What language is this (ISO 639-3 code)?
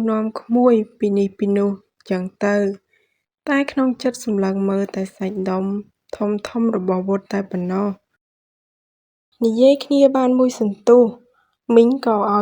khm